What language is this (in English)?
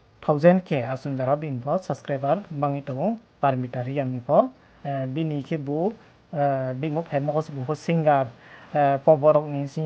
Riang (India)